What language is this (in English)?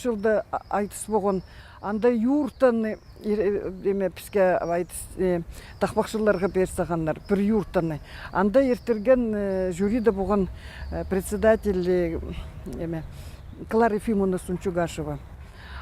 Khakas